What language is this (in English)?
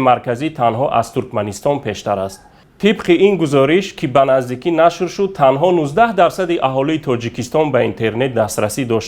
Tajik